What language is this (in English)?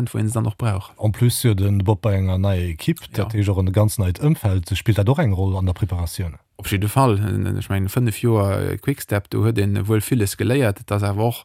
Luxembourgish